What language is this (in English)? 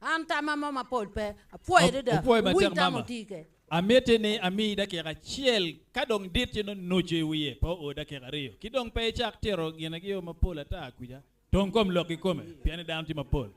Acoli